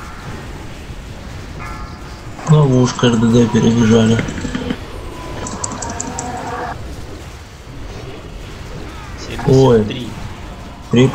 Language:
Russian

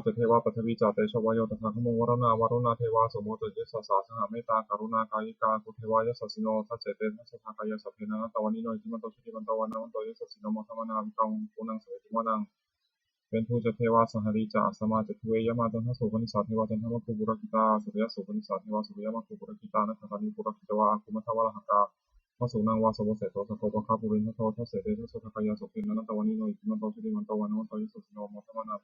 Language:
Pali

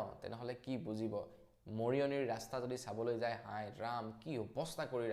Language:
Assamese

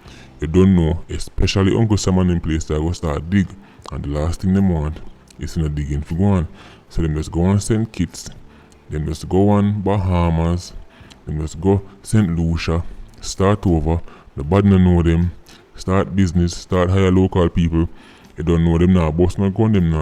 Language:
Jamaican Creole English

